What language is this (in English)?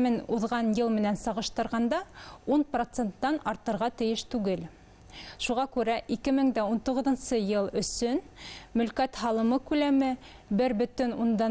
Bashkir